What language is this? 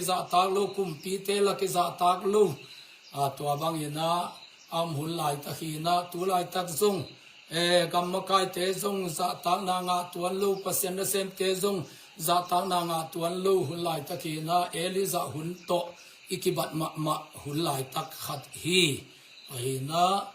Tedim Chin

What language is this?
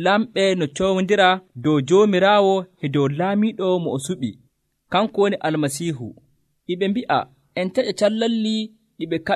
Nigerian Fulfulde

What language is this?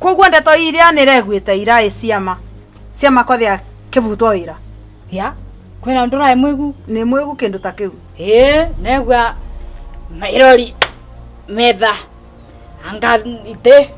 Kikuyu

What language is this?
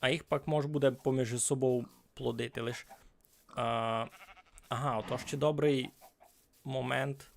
Rusyn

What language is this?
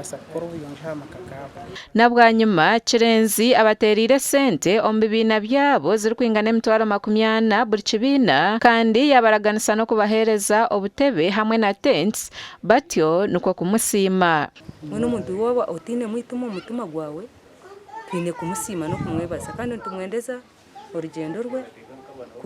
Nyankole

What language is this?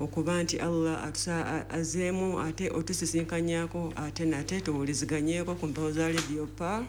Ganda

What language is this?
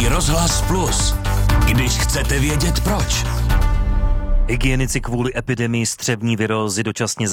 Czech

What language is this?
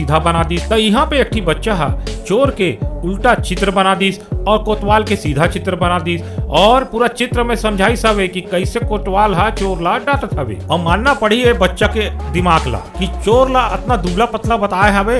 Chhattisgarhi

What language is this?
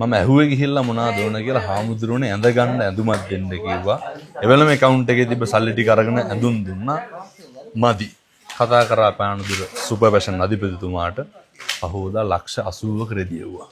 Sinhala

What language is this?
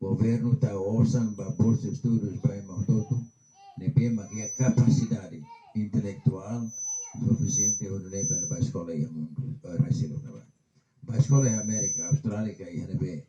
Tetum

